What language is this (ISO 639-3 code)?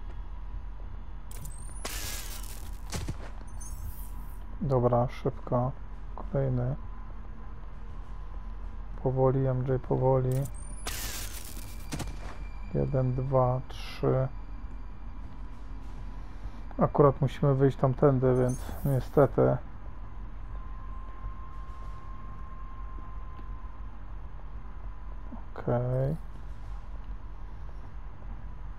pol